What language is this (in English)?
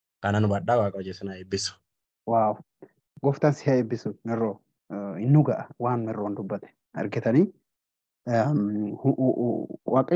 Oromo